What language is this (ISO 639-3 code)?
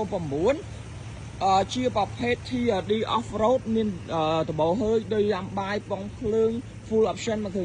khm